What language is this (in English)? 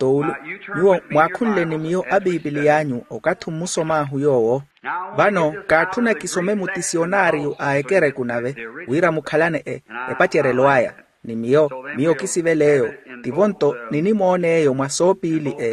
Makhuwa